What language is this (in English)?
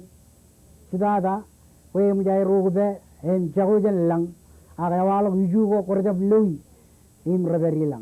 Marshallese